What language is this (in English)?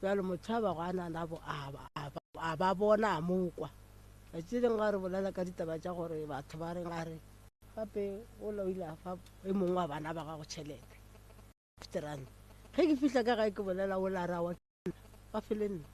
Northern Sotho